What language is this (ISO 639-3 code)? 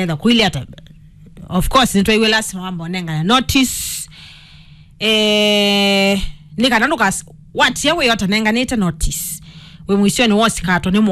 kam